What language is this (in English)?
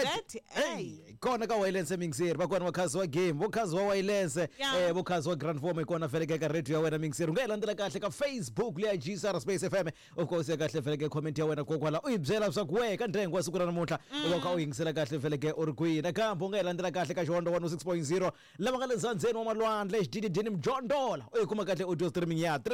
Tsonga